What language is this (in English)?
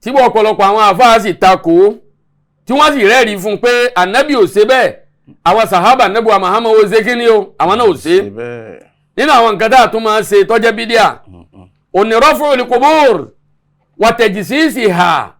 Yoruba